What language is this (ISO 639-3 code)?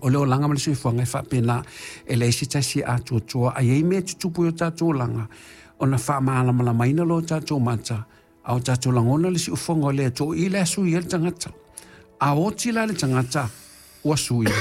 smo